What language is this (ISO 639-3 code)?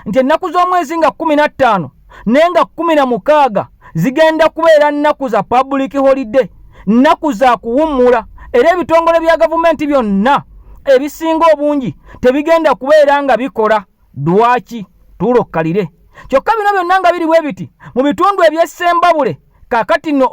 lug